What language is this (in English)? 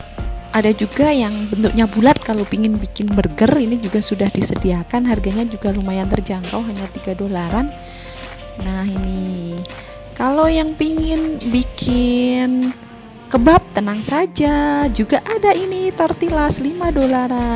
Indonesian